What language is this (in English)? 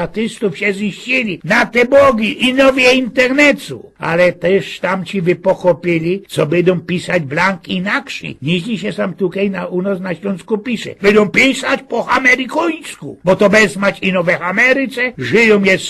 Silesian